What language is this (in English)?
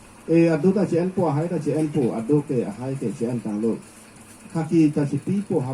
Karbi